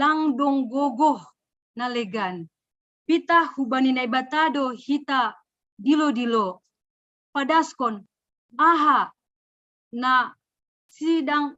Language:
Batak Simalungun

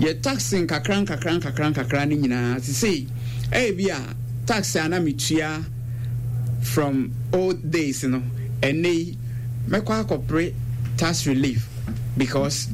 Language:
Akan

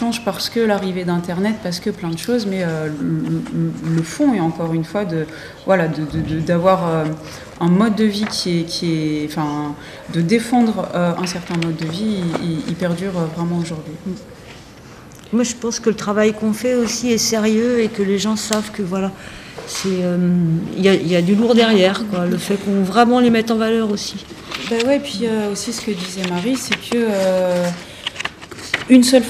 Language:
French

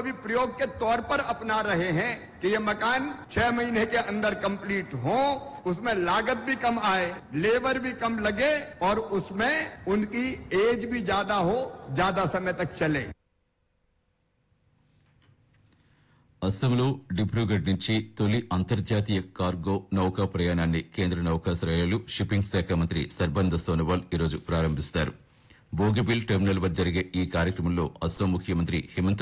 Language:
Telugu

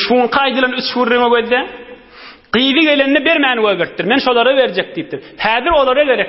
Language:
Turkmen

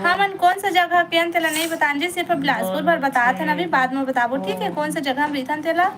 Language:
Chhattisgarhi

